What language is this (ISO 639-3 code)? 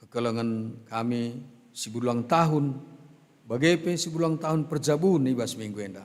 btx